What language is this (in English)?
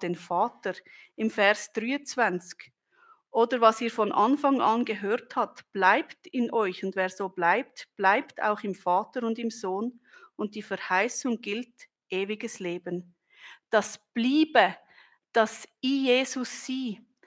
Swiss German